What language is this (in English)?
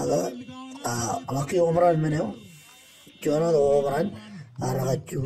Marshallese